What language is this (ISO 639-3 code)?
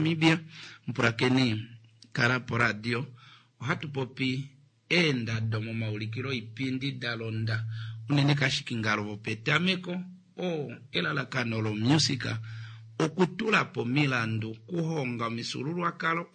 kua